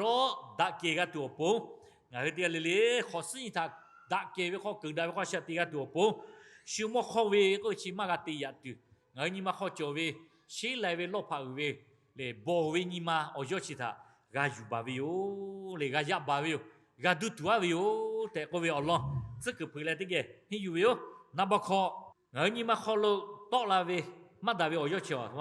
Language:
Lahu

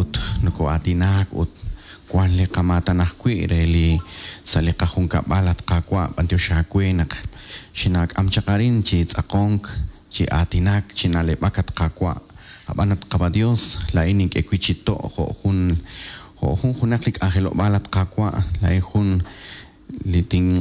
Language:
Kekchí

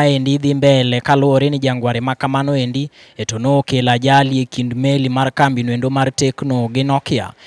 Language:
Luo (Kenya and Tanzania)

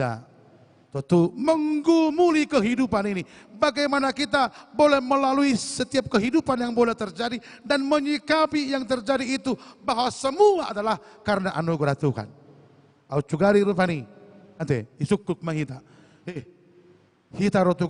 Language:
Batak Toba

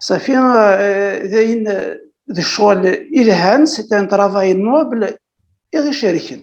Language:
Kabyle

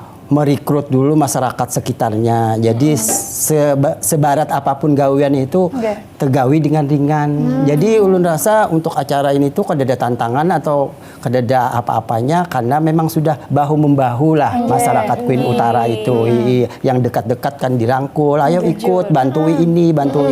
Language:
Banjar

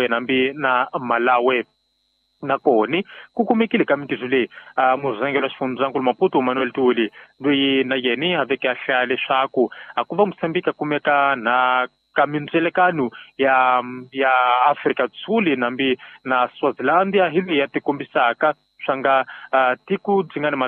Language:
Tsonga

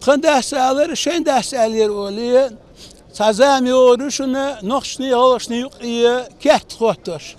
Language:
Ingush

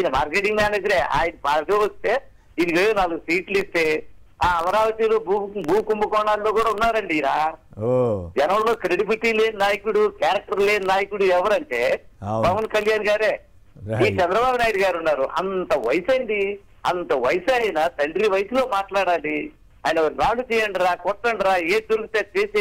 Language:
Telugu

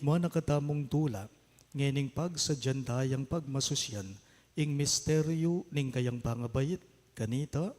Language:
Pampanga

